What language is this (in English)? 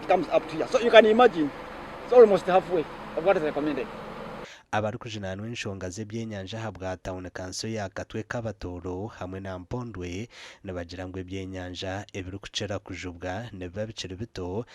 Nyankole